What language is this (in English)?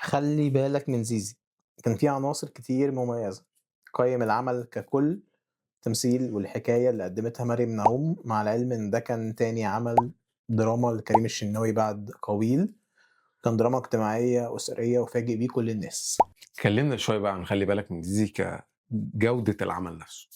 Egyptian Arabic